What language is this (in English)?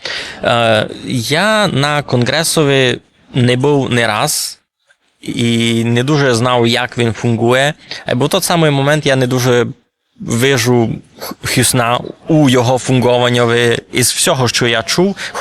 Rusyn